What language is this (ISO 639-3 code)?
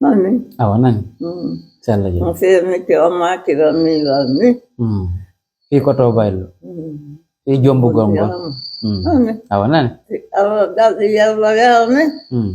fuf